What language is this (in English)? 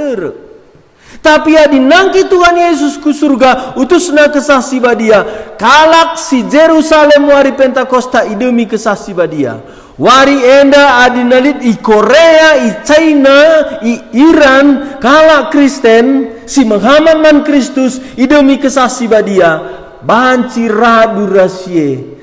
Batak Karo